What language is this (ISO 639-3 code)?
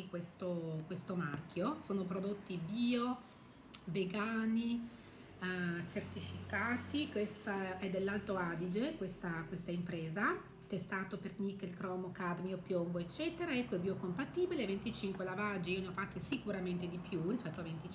ita